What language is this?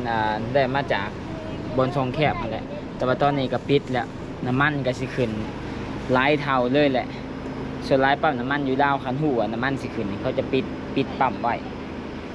Lao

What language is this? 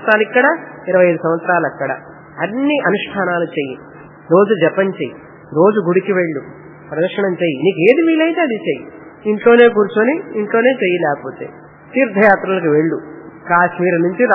Telugu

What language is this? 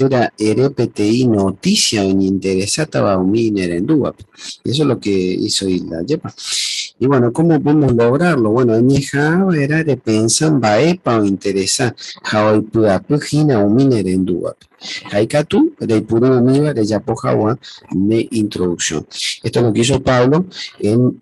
Guarani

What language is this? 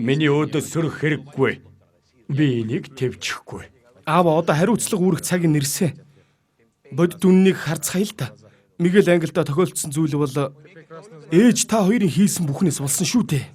Mongolian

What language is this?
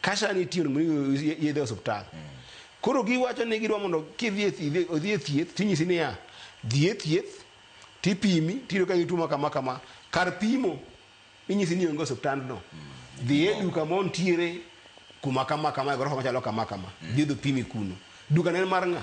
Luo (Kenya and Tanzania)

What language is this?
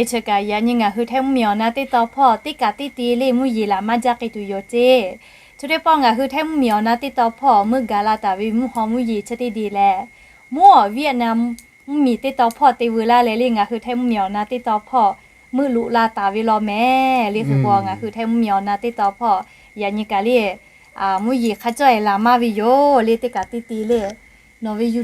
Lahu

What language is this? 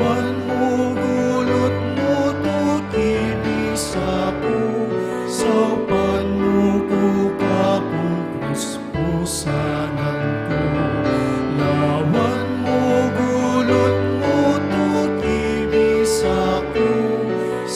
Pampanga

